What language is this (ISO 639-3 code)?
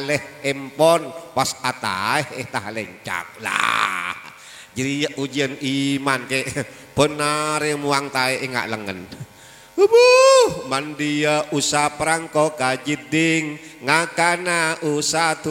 mad